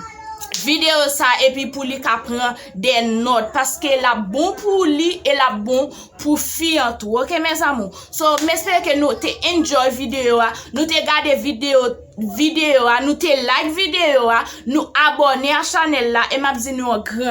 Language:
Haitian Creole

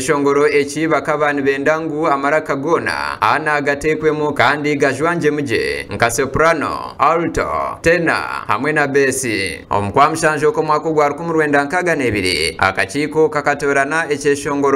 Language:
Nyankole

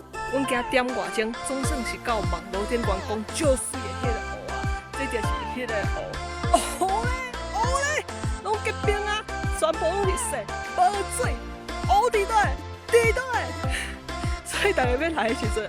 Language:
Min Nan Chinese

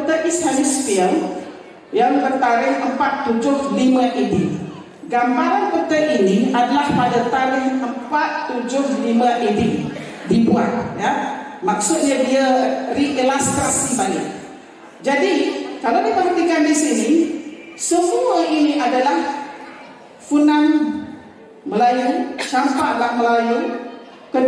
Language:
Malay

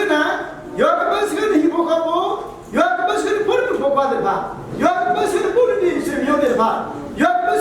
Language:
S'gaw Karen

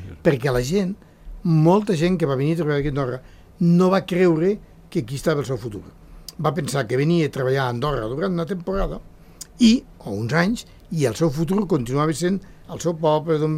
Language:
Catalan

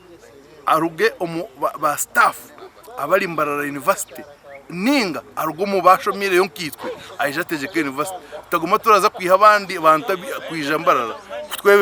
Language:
Nyankole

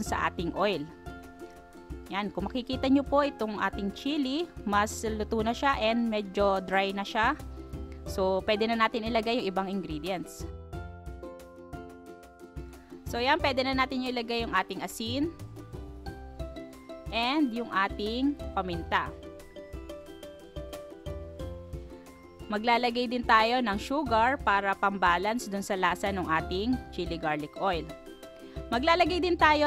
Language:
Filipino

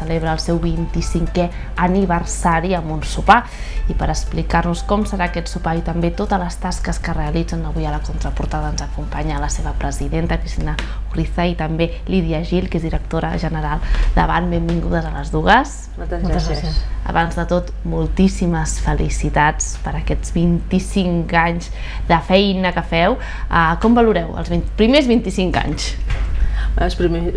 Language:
Catalan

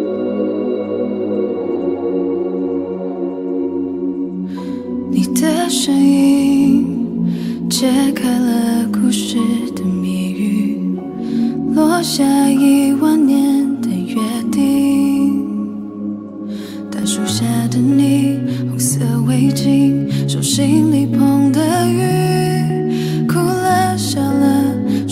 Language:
Chinese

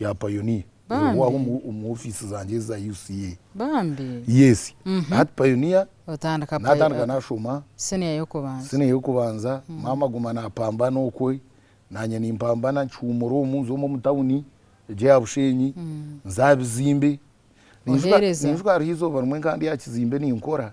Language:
Nyankole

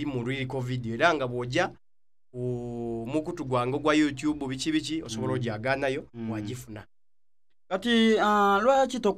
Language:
Soga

